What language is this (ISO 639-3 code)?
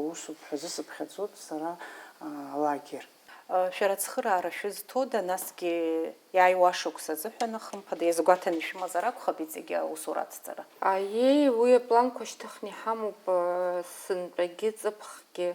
abk